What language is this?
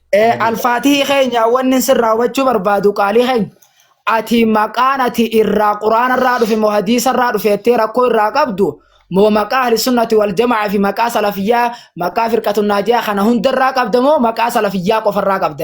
Oromo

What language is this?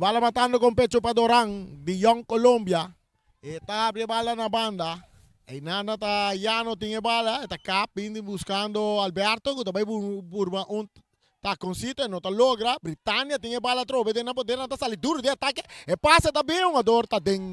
Papiamento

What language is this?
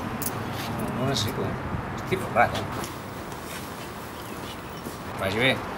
Catalan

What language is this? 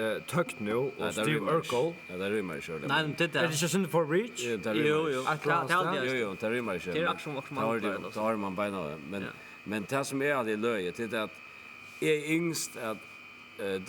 Faroese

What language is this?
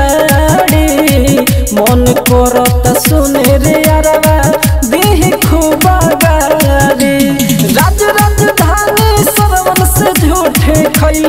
Bhojpuri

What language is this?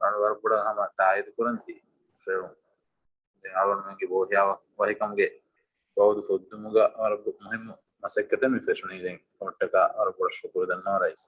Divehi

